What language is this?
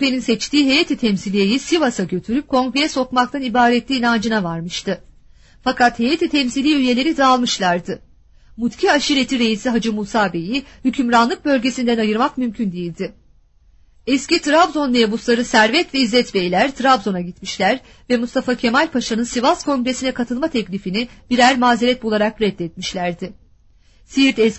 Turkish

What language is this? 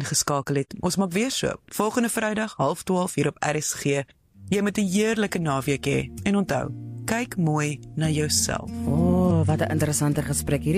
Afrikaans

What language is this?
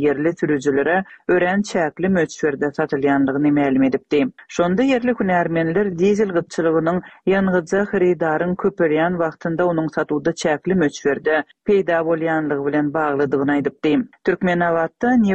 Turkmen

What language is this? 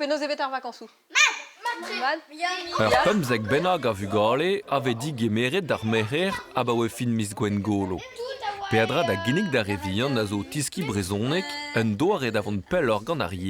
Breton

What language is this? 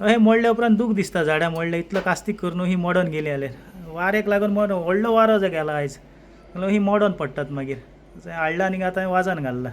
Konkani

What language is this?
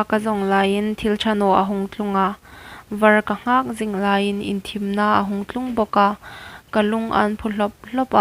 Hmar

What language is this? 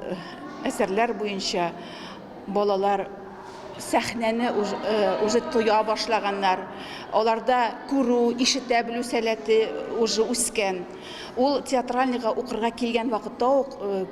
Tatar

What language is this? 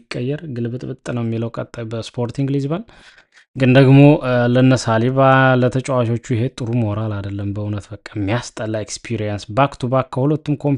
Amharic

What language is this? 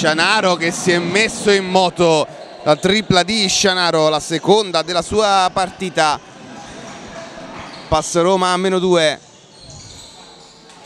Italian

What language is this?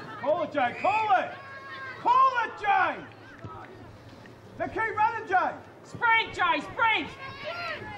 English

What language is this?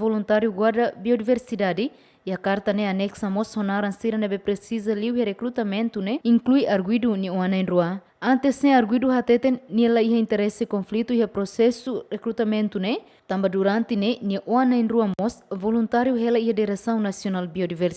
Tetum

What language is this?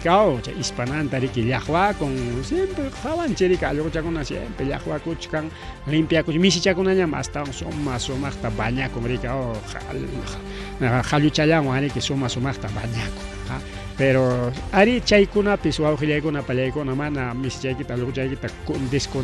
Ayacucho Quechua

